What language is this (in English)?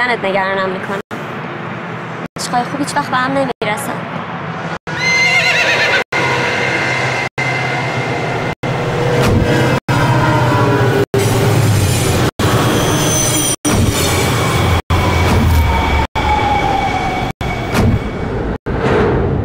Persian